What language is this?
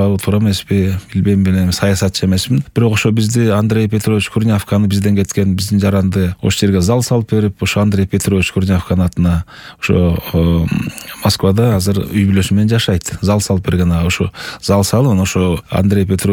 Kyrgyz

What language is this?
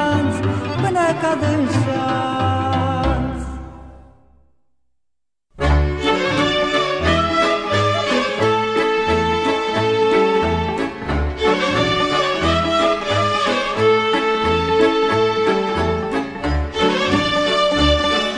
Romanian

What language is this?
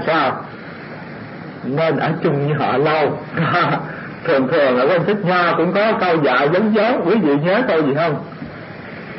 Vietnamese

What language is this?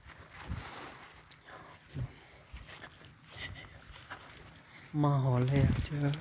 Lao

